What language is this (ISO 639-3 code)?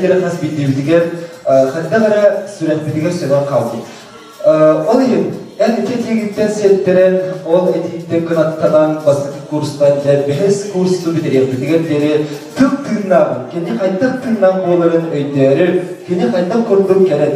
sah